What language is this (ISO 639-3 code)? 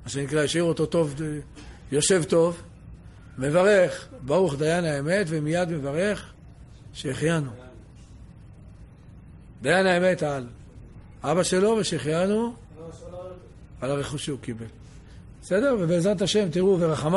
heb